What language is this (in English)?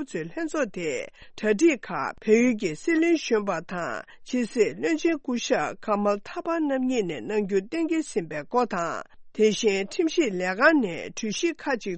Tibetan